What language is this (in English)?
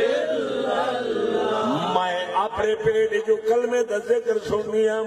Saraiki